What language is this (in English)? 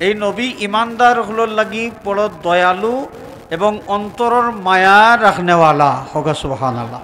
Sylheti